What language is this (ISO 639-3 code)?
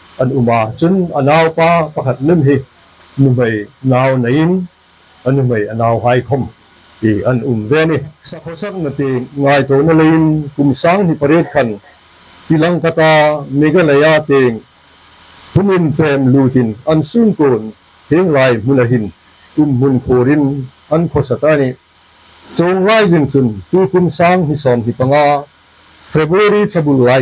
hmr